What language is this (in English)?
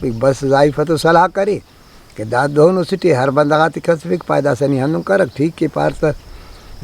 Brahui